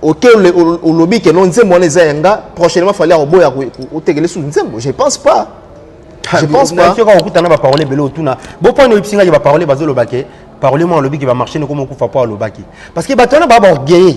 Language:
Lingala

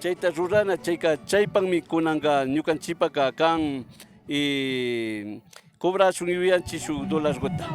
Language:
Imbabura Highland Quichua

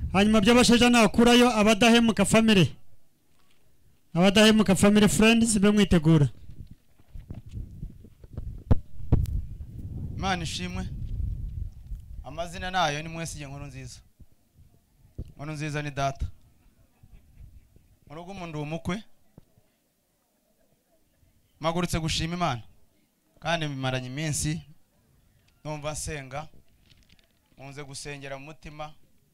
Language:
Kinyarwanda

